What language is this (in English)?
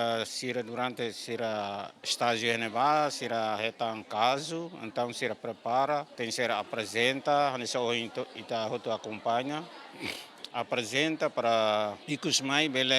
Tetum